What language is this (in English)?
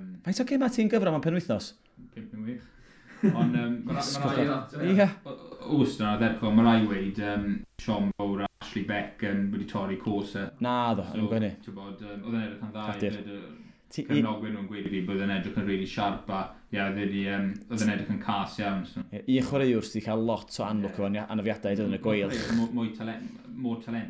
Welsh